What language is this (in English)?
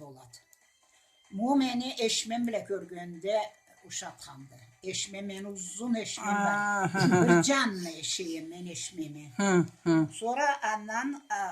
Karachay-Balkar